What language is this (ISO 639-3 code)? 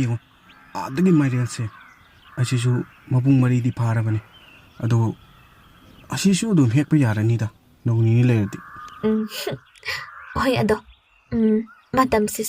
mni